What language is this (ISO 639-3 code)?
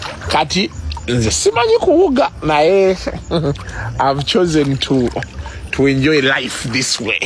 lug